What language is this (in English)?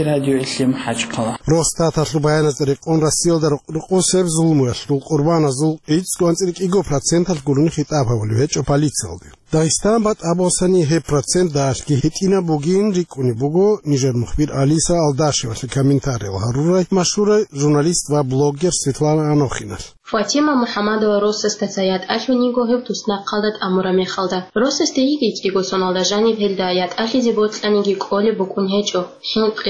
Avaric